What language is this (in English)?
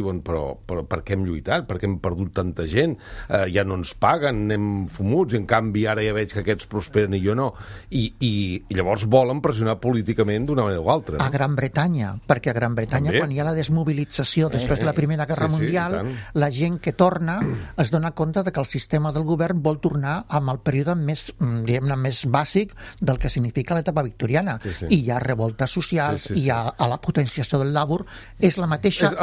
Catalan